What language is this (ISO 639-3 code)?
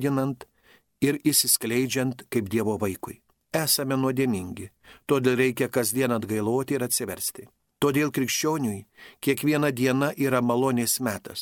lit